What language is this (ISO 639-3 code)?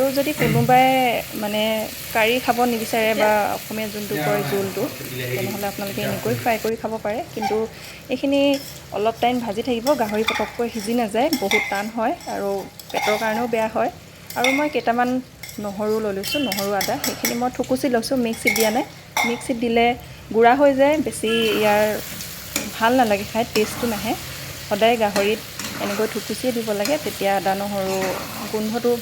asm